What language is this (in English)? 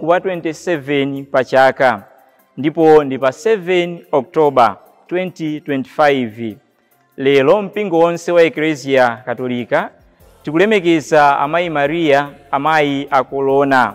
Nyanja